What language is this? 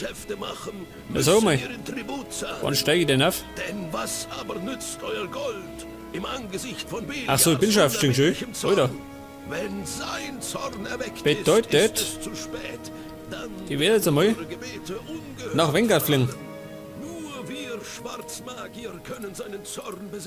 Bavarian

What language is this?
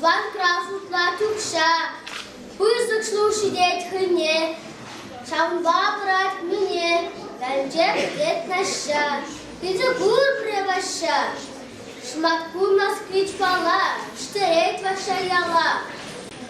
Chuvash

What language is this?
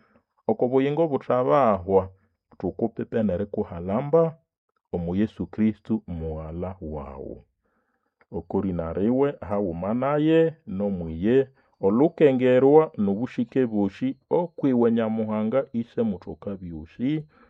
Nande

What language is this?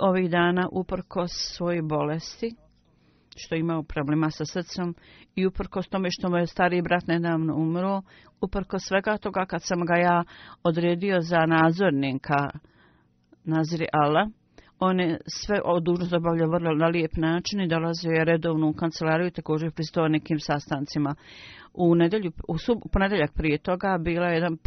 Bosnian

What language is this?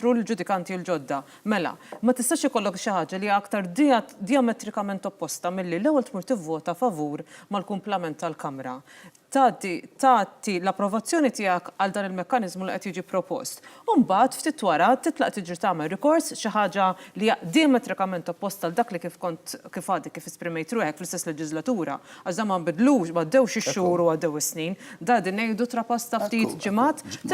Maltese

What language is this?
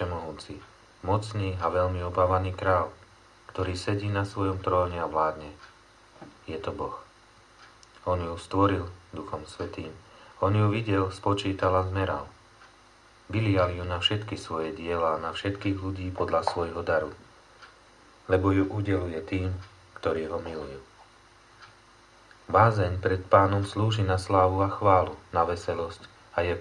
Slovak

